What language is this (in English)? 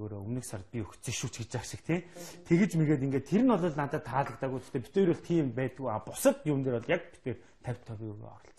Mongolian